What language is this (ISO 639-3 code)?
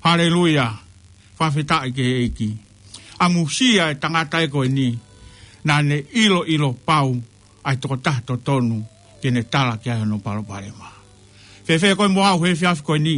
ton